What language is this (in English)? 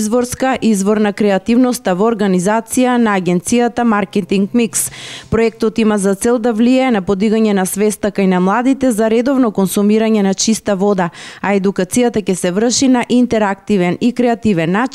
Macedonian